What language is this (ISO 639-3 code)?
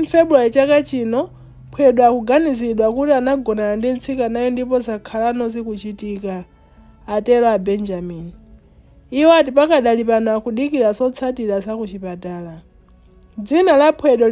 nya